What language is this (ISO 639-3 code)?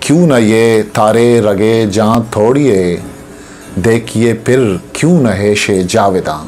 bgp